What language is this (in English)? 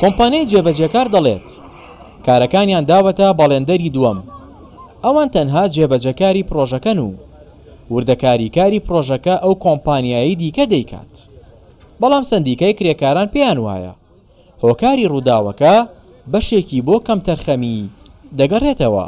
Central Kurdish